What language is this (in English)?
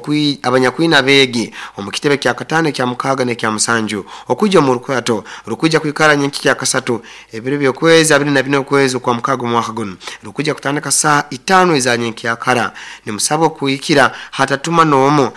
Nyoro